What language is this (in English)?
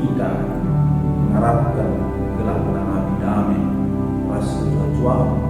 Batak Karo